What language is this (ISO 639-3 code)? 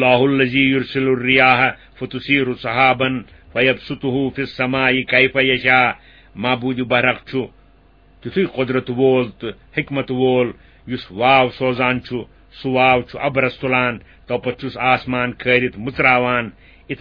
kas